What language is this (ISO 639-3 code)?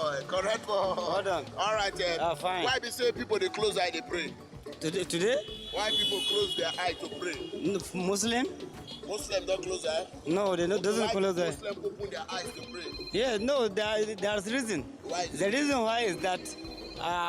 pcm